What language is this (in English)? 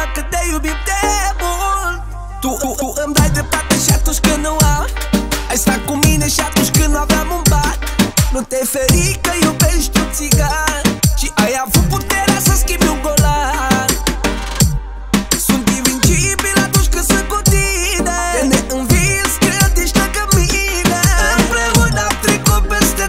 Romanian